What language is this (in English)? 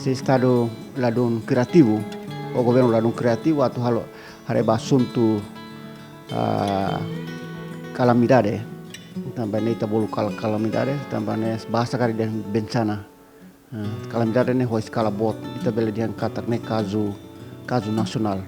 Tetum